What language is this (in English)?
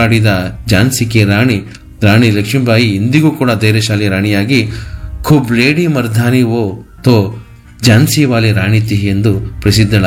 Kannada